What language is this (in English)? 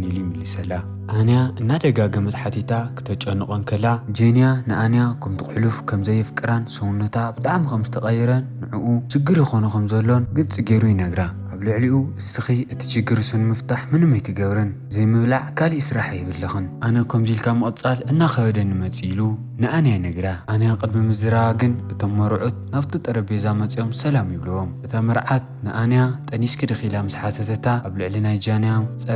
Tigrinya